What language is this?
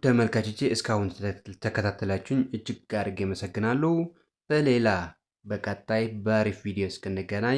Amharic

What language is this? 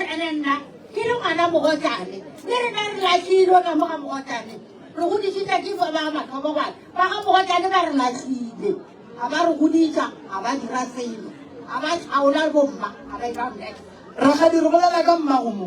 Northern Sotho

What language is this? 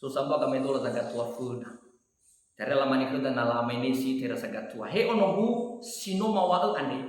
Nias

